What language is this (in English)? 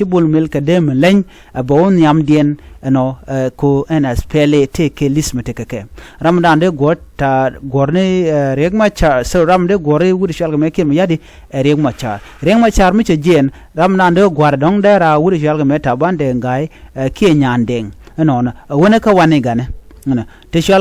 Nuer